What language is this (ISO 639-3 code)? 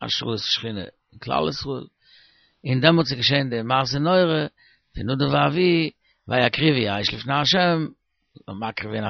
yid